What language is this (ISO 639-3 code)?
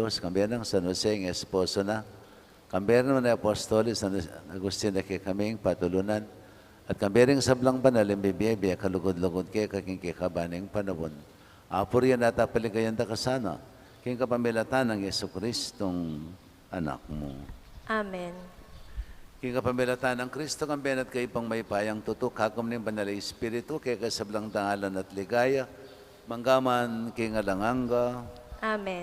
pam